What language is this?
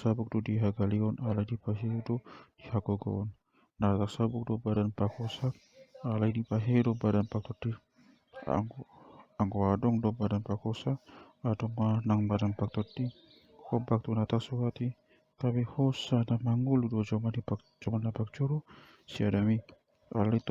Batak Toba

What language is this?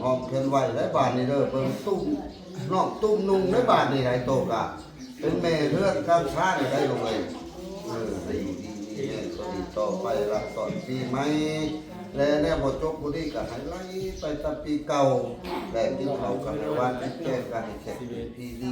Northeastern Thai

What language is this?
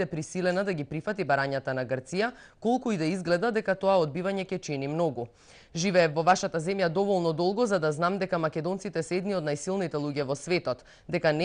Macedonian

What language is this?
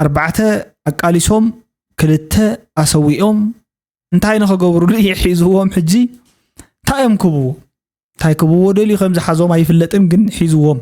Tigrinya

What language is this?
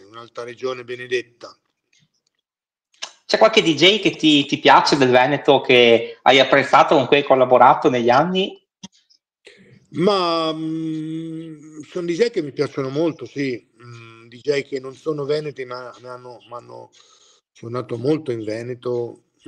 Italian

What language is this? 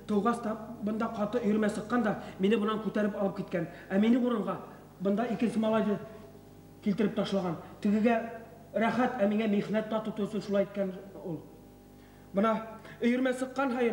Bashkir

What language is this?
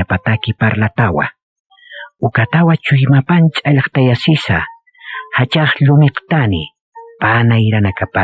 Aymara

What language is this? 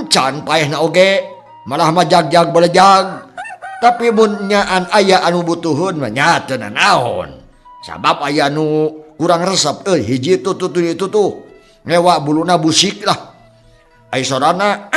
Sundanese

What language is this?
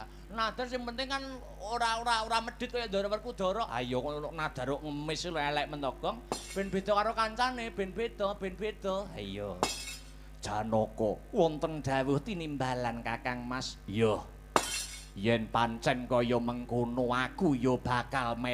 Javanese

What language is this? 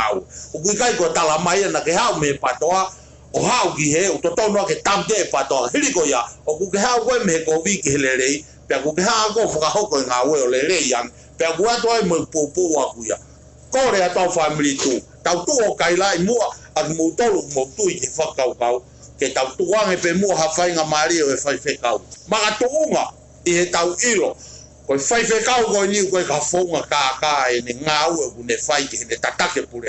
Tongan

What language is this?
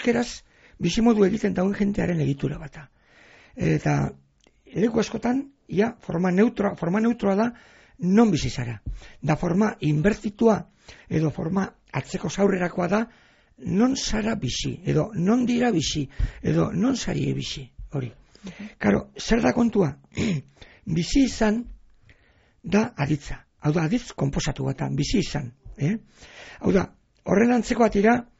Basque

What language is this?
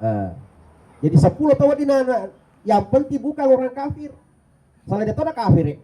Buginese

